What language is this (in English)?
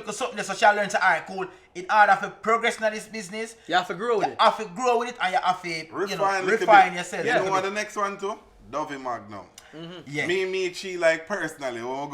Jamaican Creole English